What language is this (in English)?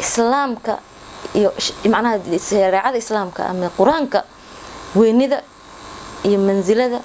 Somali